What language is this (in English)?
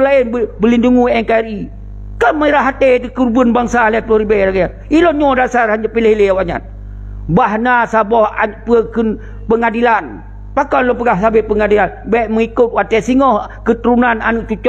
Achinese